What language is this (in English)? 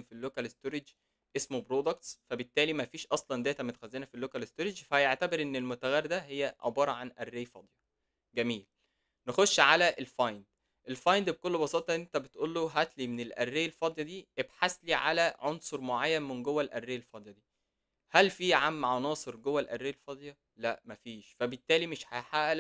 Egyptian Arabic